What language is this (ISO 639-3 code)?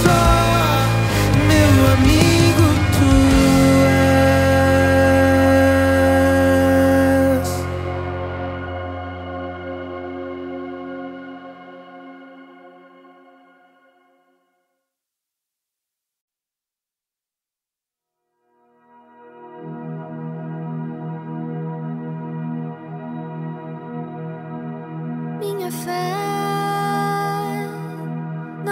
por